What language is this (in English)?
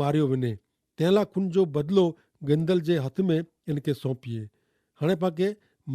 Kachhi